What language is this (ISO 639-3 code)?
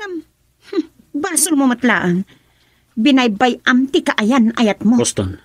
ilo